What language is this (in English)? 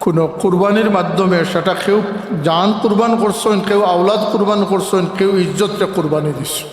Sylheti